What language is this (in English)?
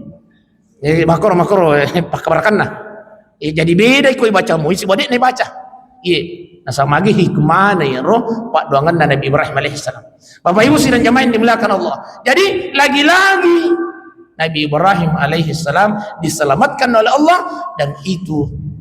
Buginese